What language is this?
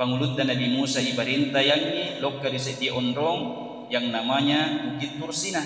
Buginese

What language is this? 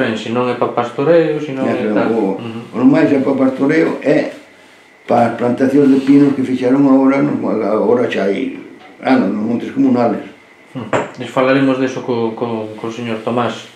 Galician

